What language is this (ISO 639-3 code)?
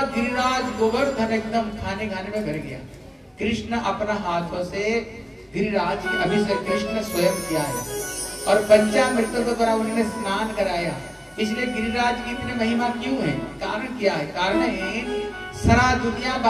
hin